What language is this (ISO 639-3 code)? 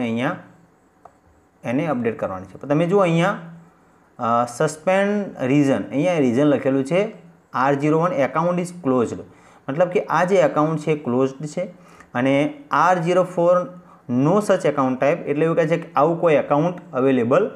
guj